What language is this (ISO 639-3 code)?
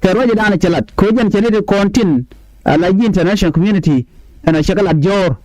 nus